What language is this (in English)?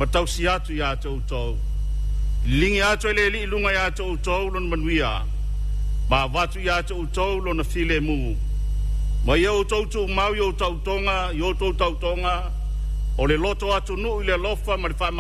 Samoan